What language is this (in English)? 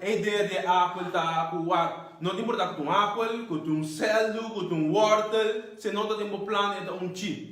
Papiamento